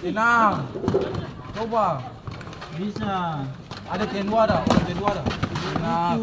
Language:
Ambonese Malay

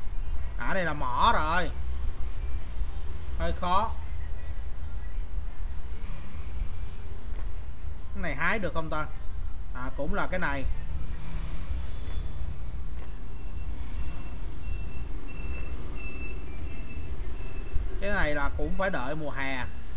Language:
Vietnamese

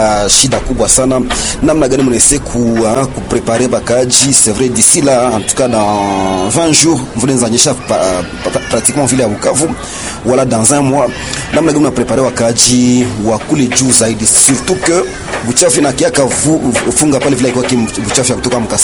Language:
Swahili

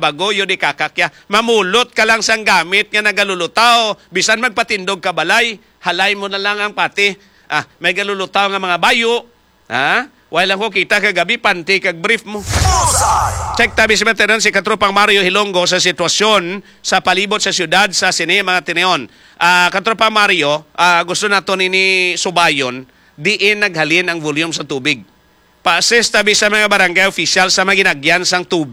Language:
Hiligaynon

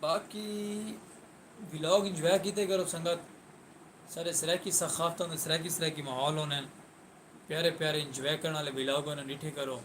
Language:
Saraiki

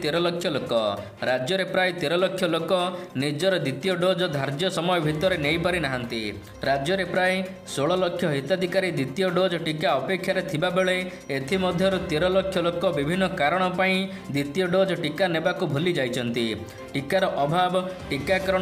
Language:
Odia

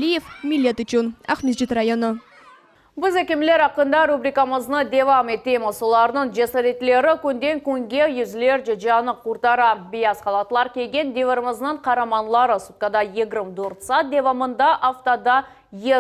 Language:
Crimean Tatar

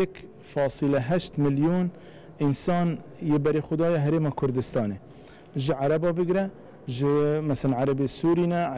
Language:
Kurdish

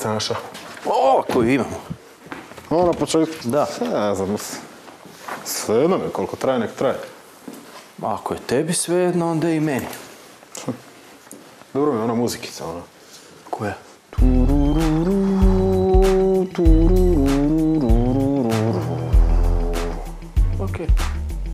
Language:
Croatian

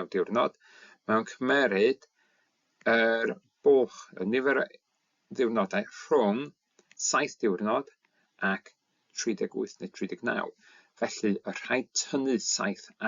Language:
Welsh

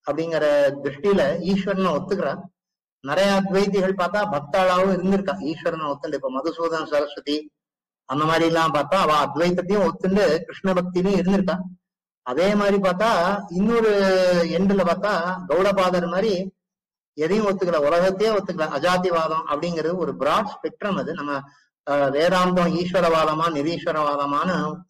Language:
Tamil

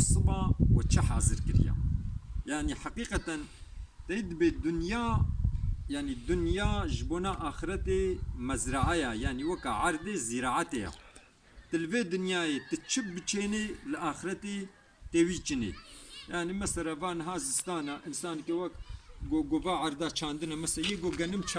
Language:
Kurdish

